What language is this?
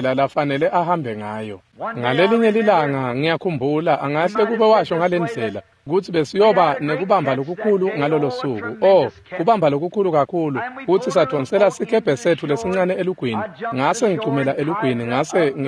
Swati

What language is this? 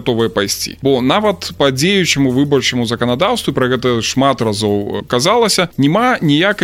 Belarusian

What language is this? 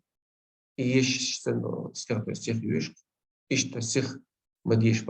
Chechen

